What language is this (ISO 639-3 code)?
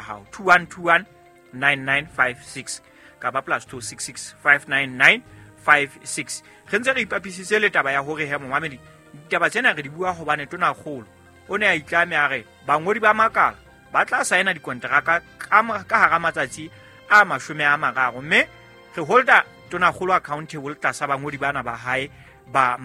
sot